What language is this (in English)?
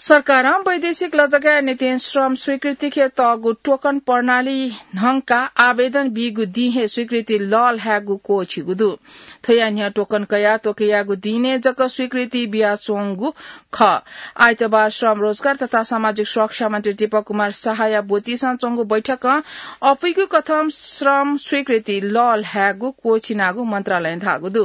Newari